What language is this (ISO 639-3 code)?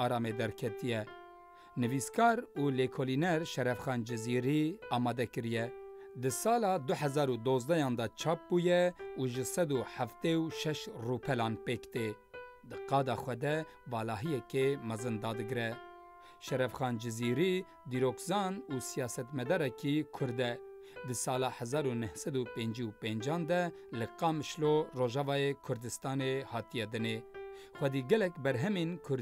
kur